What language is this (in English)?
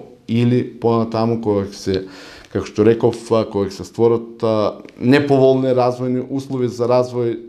Macedonian